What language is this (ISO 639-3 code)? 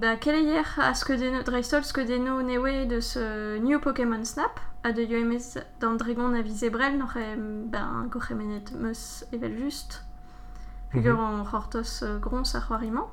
bre